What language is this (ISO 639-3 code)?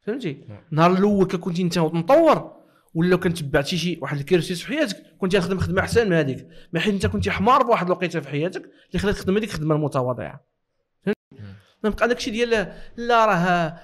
ary